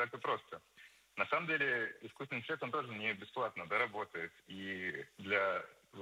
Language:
Russian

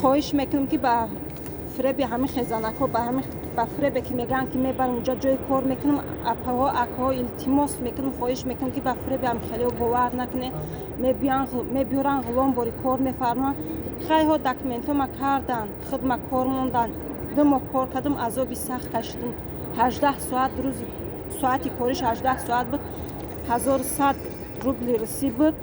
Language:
Tajik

